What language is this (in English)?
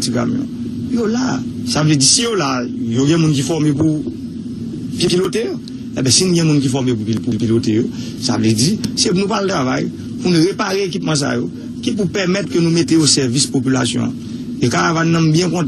Haitian Creole